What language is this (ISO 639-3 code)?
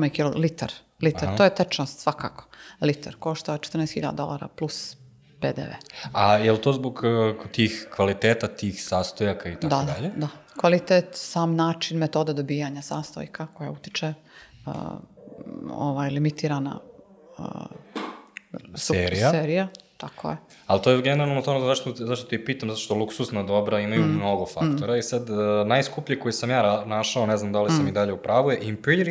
srp